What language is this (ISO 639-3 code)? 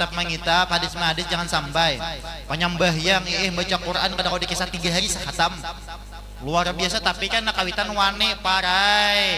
bjn